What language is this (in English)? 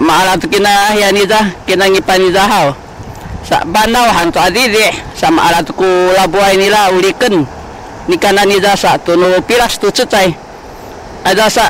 Sakizaya